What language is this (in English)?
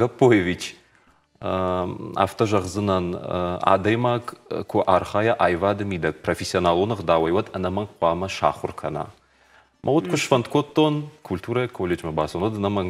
Ossetic